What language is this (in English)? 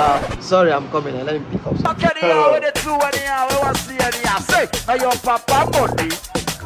Nigerian Pidgin